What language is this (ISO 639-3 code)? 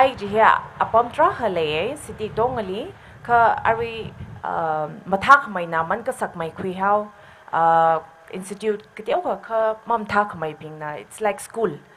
nmf